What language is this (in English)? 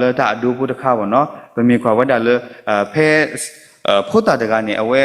S'gaw Karen